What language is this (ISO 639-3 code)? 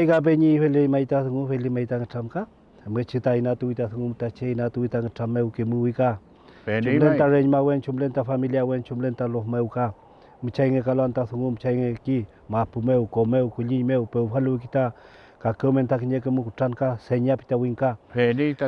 arn